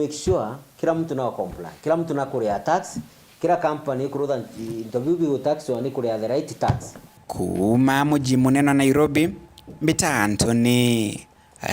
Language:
Meru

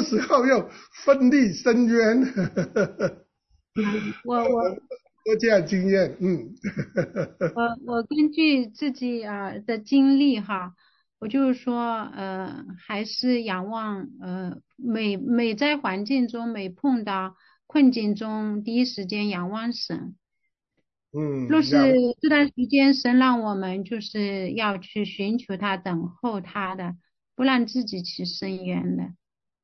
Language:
Chinese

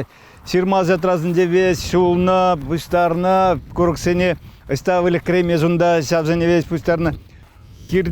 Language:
Chuvash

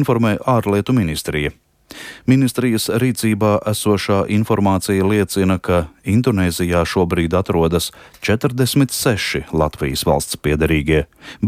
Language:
Latvian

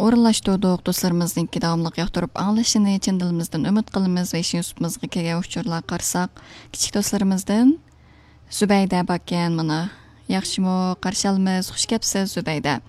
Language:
Uyghur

